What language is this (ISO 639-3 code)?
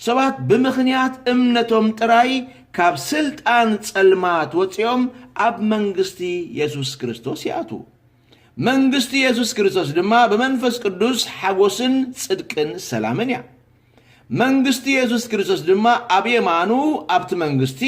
tir